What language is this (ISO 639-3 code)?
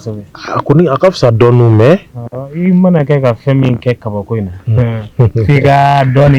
bam